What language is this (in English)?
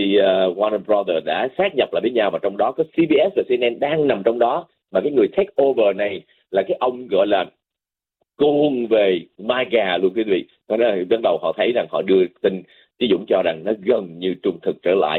Vietnamese